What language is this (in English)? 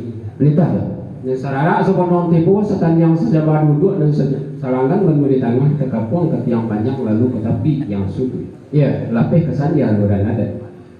Minangkabau